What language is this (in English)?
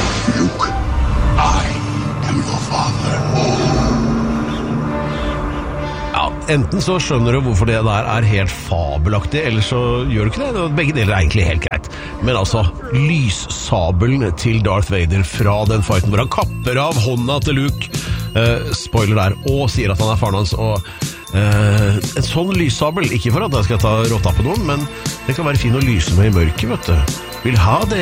Norwegian